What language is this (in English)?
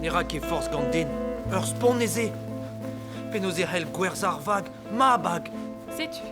Breton